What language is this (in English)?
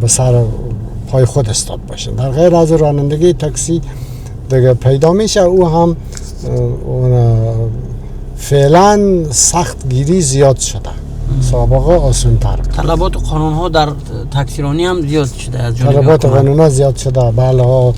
Persian